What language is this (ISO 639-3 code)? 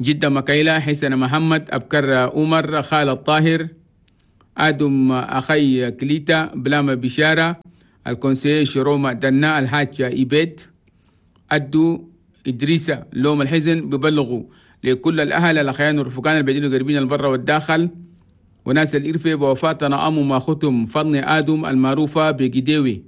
shu